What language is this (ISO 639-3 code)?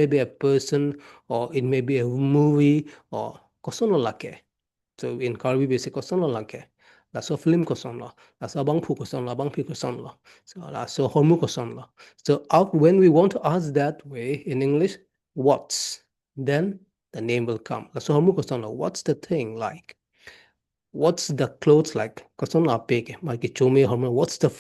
mjw